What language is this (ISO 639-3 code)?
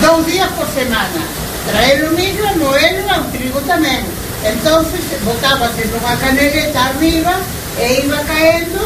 glg